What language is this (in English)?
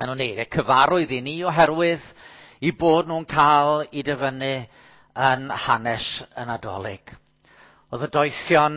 Welsh